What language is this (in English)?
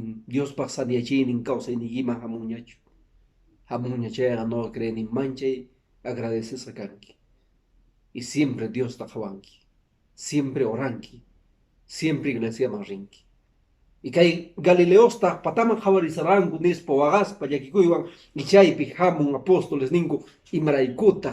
Quechua